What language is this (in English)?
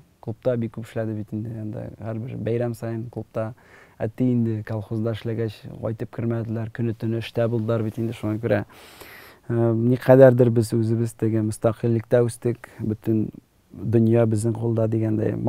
Tatar